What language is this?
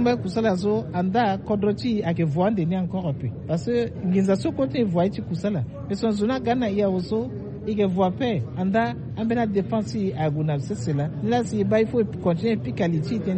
Sango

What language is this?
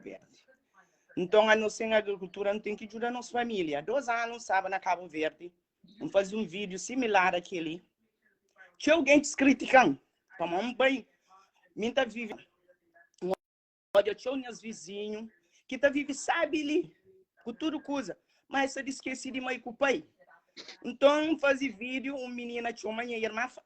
Kabuverdianu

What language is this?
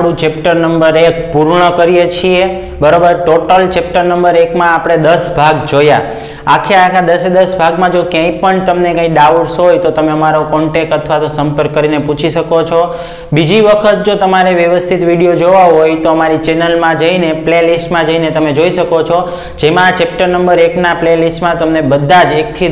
Gujarati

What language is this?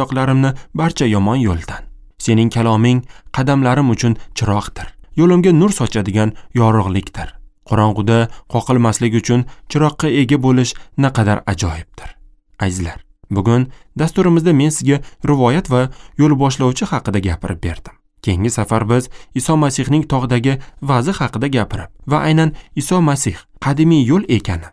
Uzbek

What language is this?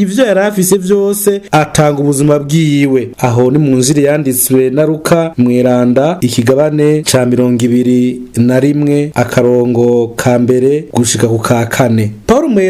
Rundi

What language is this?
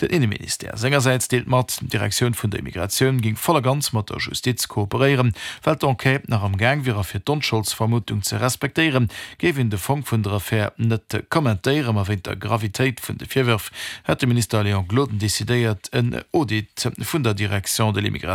Luxembourgish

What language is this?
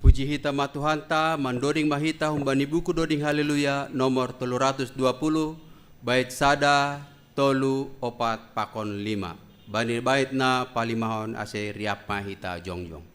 Batak Simalungun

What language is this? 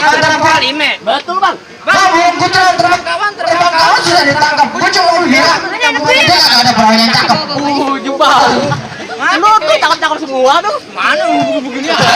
Betawi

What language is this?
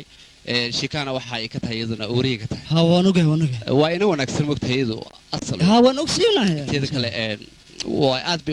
Somali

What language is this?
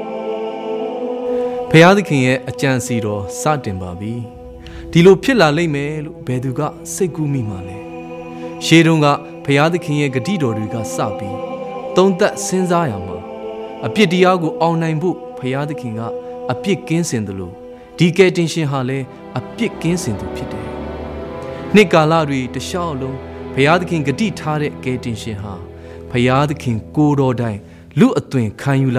Burmese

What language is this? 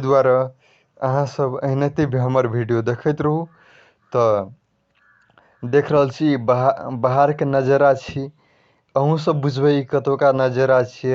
Maithili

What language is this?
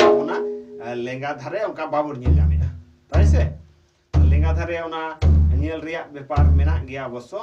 Santali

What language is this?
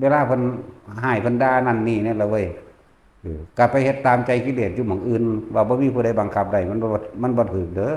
Northeastern Thai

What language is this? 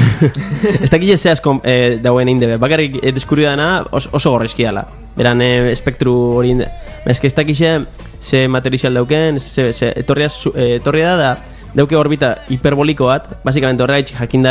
Basque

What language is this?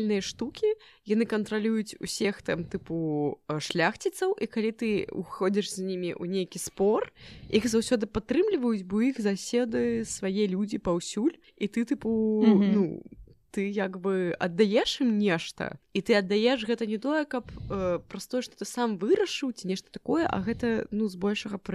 Belarusian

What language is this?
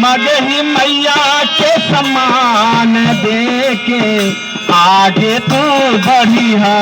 Magahi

